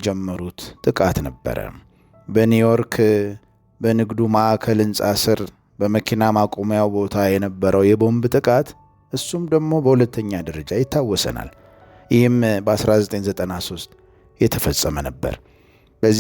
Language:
Amharic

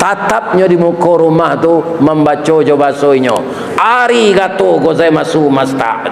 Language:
Minangkabau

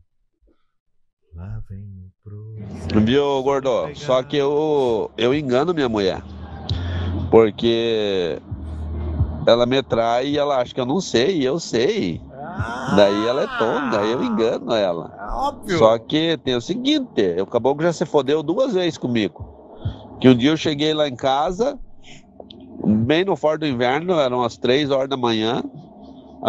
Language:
Portuguese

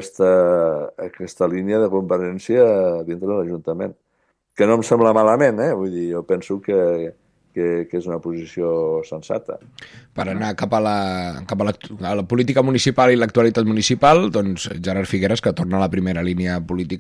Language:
Catalan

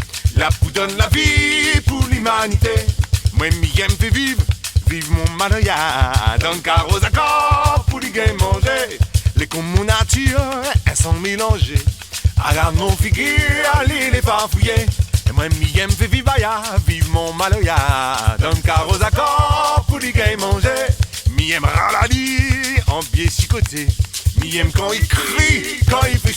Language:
Réunion Creole French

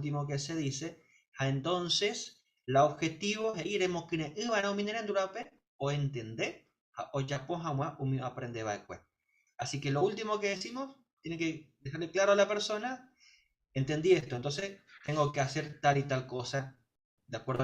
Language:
Guarani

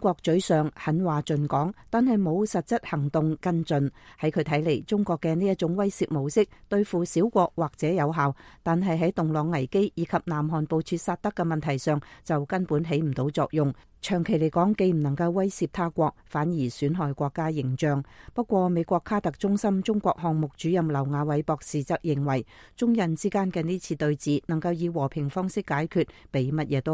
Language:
Cantonese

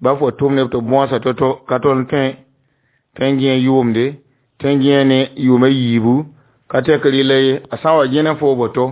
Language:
Mossi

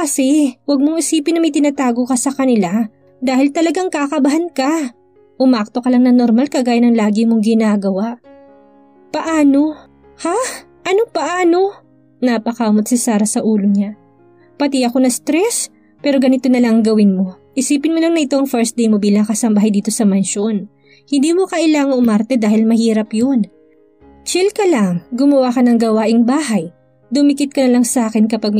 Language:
Filipino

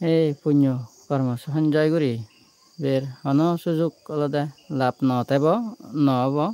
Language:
Chakma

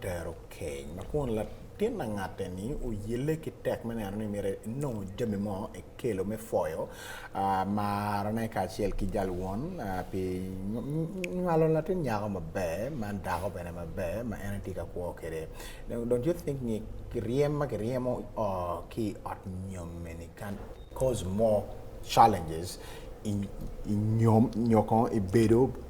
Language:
Acoli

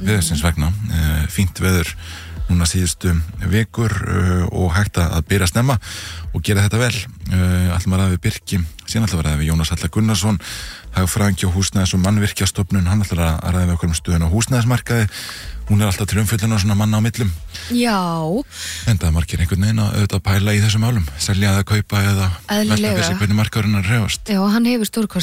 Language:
Icelandic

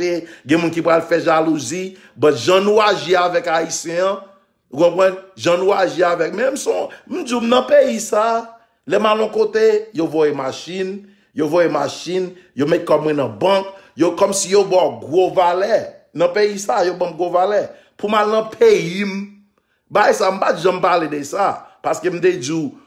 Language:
Haitian Creole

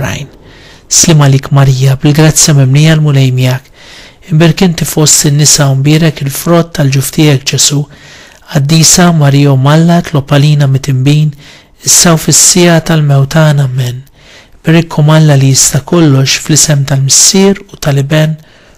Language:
Maltese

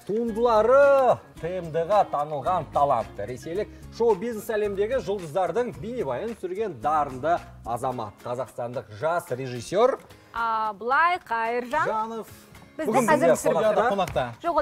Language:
Kazakh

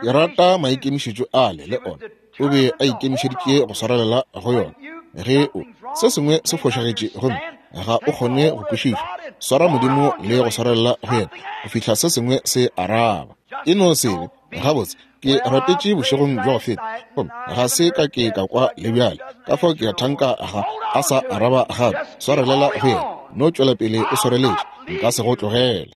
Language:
Northern Sotho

